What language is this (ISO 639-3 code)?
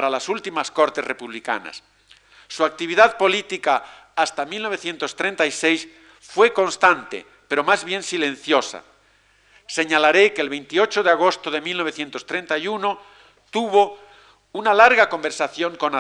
spa